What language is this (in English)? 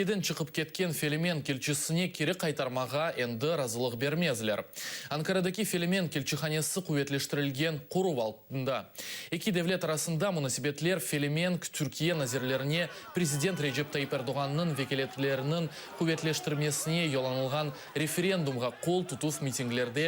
Crimean Tatar